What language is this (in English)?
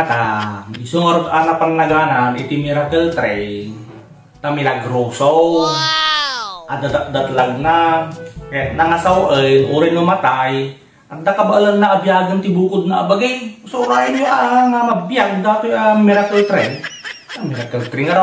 Iloko